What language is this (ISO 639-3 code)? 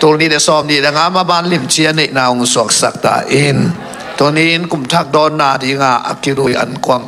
ctd